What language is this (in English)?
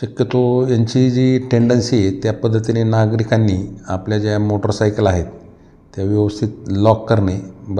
Marathi